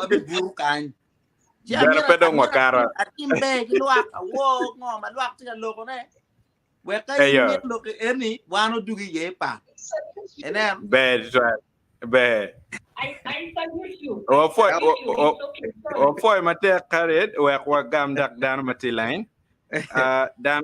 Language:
Acoli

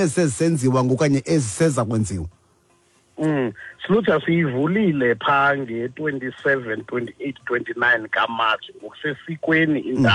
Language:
Xhosa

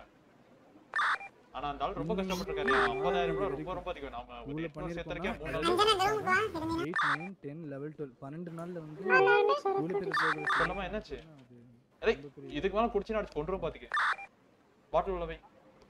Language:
Tamil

